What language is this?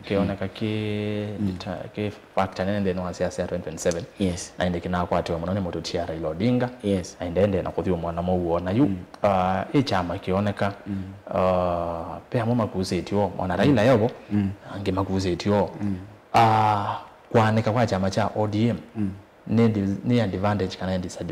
Kamba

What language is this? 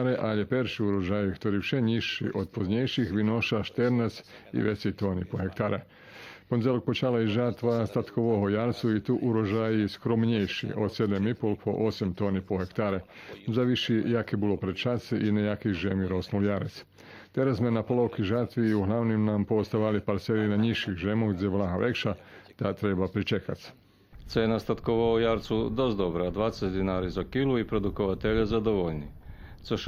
Rusyn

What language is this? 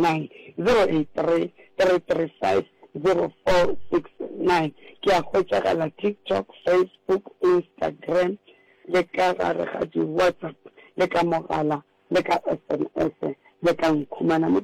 Northern Sotho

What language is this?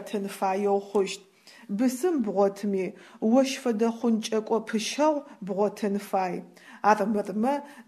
Adyghe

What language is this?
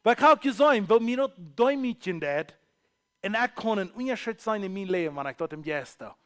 Plautdietsch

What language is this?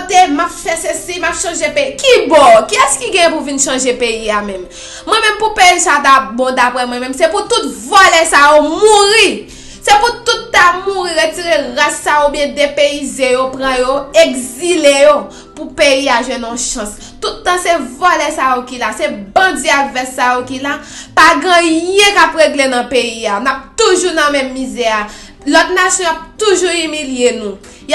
Haitian Creole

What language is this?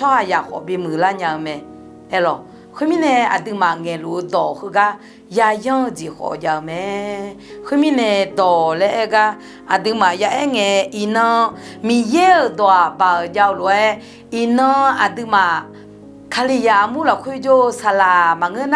Akha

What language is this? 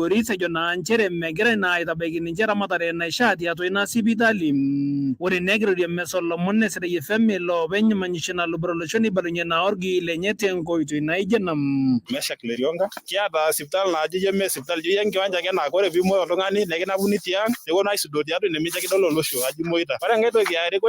Masai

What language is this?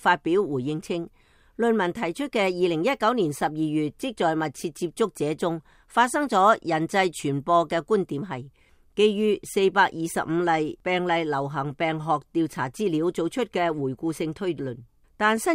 Cantonese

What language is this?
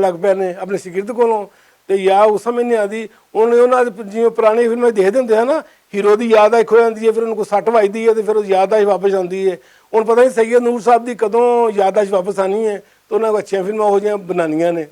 Western Panjabi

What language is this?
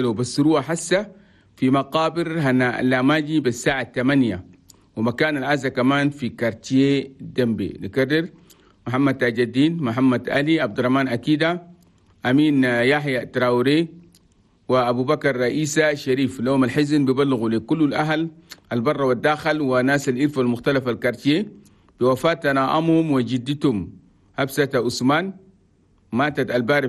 Chadian Arabic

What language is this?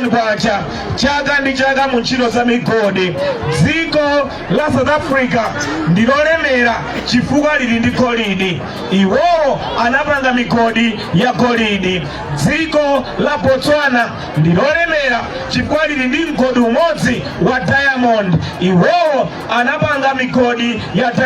Nyanja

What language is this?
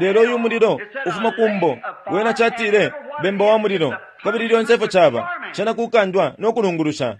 Bemba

